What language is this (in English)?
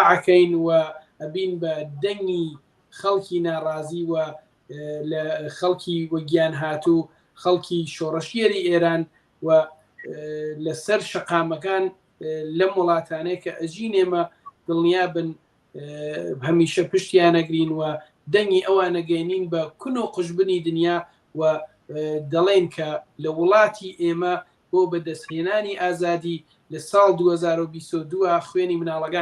Central Kurdish